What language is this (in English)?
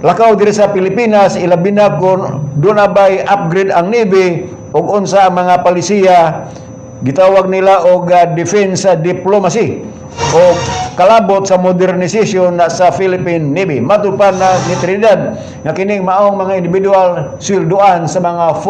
Cebuano